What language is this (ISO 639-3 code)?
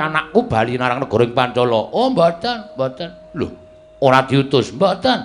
jav